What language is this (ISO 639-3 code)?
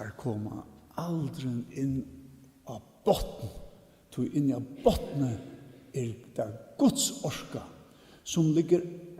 fao